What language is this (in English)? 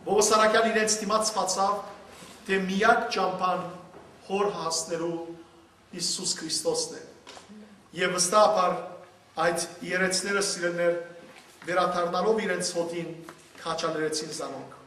Western Armenian